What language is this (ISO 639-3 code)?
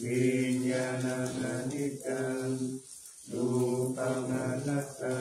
pli